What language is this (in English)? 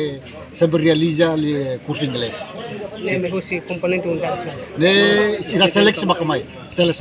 Tetum